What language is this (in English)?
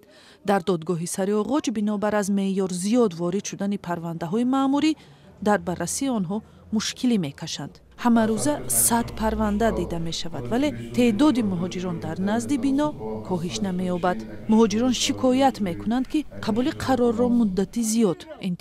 Tajik